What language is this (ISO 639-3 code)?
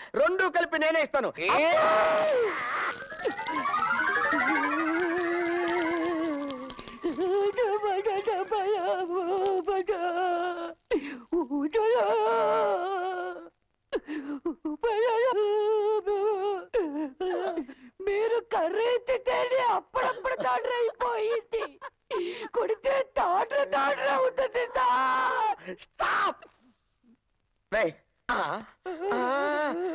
tel